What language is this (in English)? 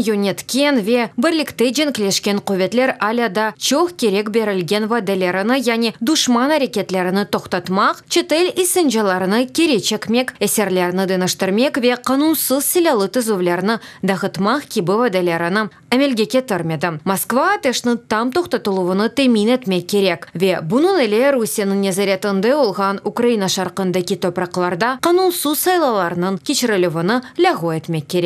Crimean Tatar